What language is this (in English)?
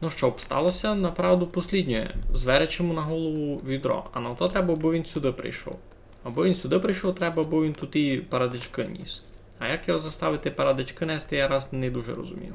Rusyn